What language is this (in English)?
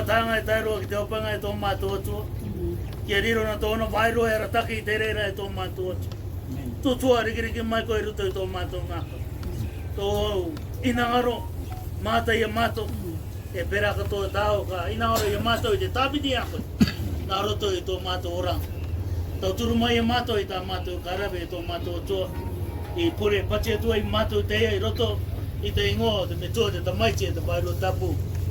Rarotongan